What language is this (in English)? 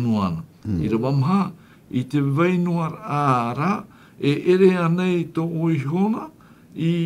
Tahitian